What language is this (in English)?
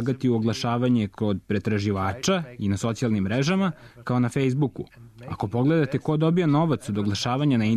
Croatian